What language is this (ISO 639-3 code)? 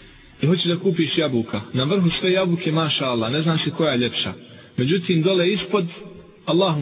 bos